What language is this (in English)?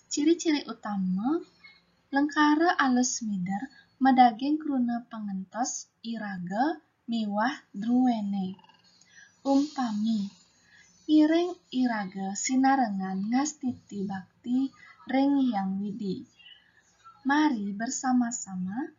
Balinese